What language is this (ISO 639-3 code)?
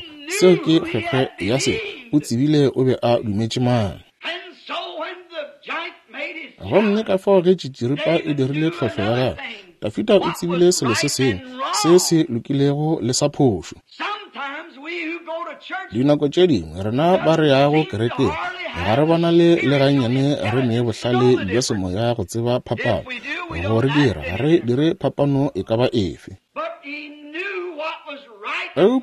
nso